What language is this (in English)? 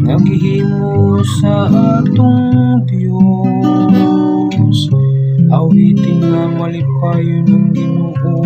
Cebuano